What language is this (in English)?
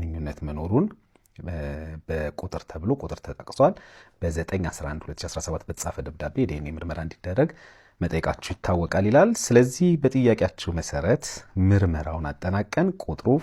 Amharic